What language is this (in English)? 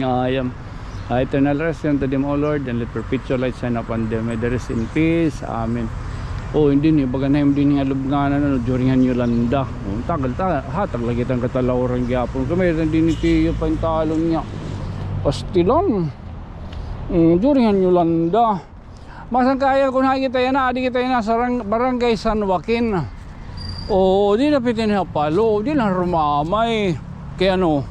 Waray